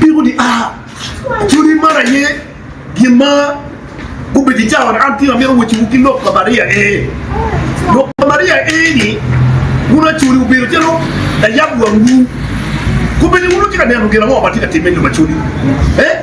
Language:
Acoli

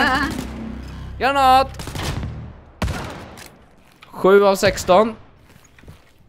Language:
Swedish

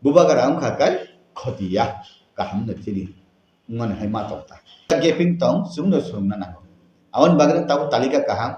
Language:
Kok Borok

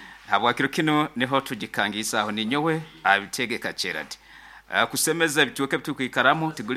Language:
Nyankole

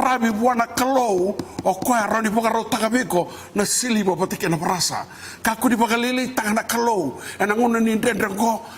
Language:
Fijian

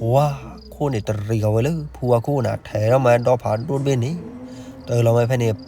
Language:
S'gaw Karen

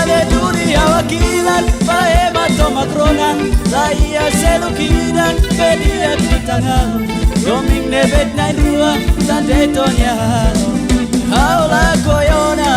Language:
Tetum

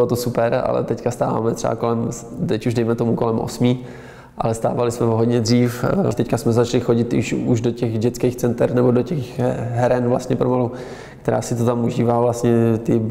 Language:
Czech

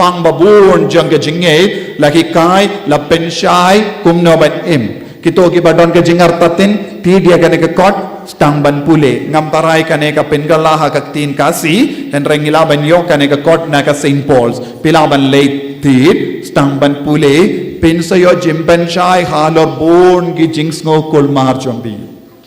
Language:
Khasi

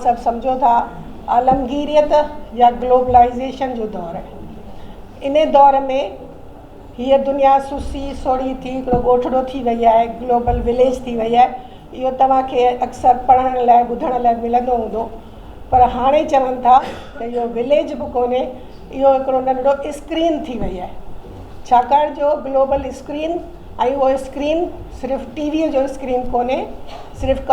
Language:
Sindhi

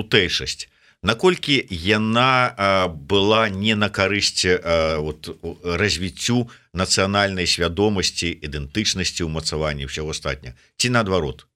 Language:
Belarusian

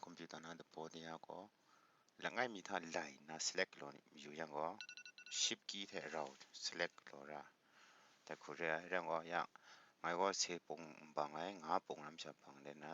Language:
Kachin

